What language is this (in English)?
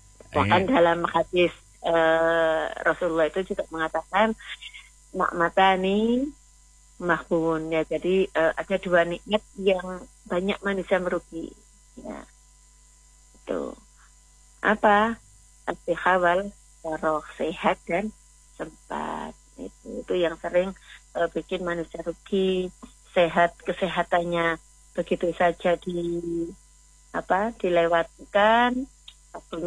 Indonesian